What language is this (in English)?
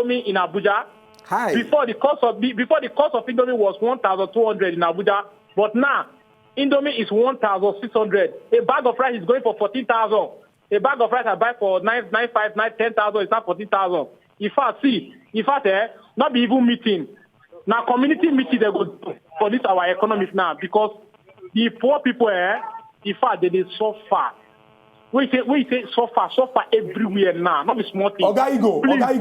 Nigerian Pidgin